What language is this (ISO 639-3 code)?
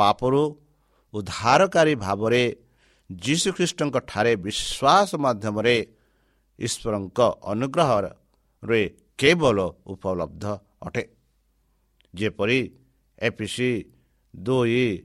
ori